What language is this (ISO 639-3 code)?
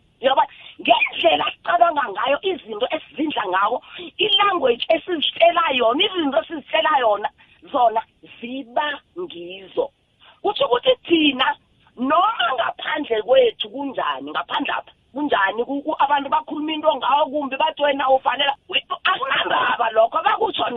nbl